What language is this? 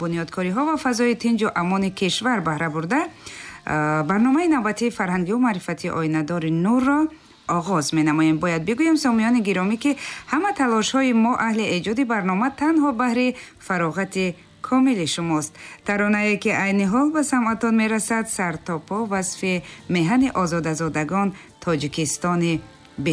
Tajik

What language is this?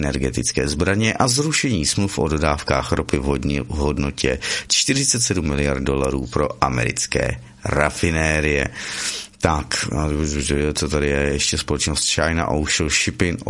Czech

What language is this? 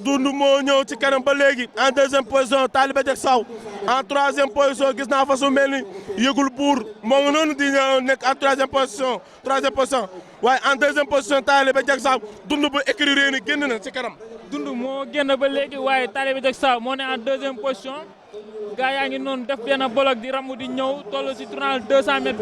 Wolof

